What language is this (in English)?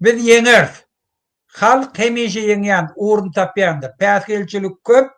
Turkmen